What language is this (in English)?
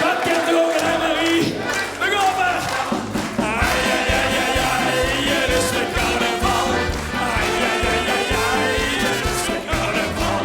Limburgish